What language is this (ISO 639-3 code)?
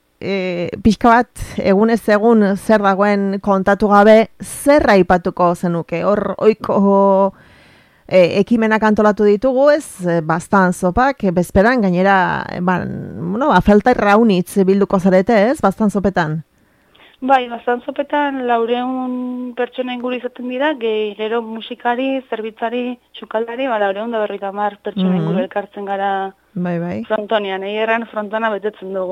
eus